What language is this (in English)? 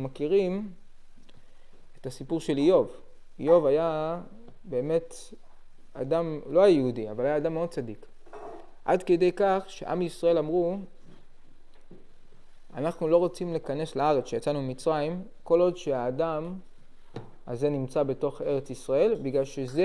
Hebrew